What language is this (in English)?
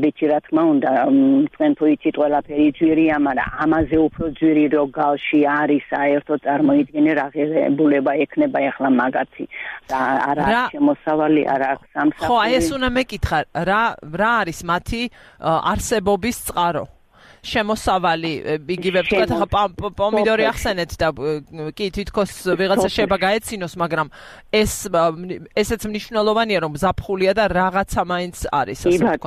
Georgian